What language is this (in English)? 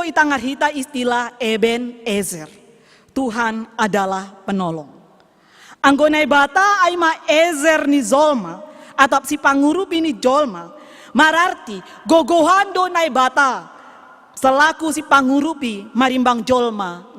Batak Simalungun